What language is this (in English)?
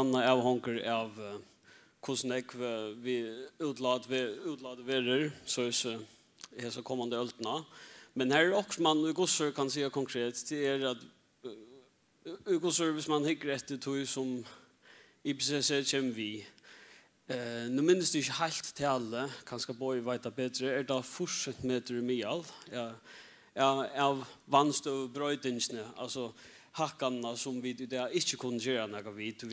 Faroese